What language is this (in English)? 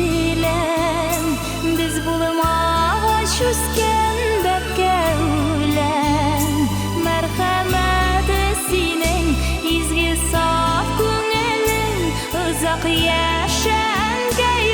Bashkir